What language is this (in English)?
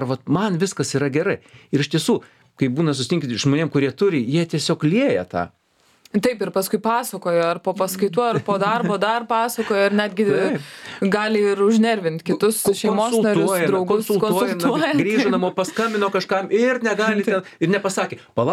Lithuanian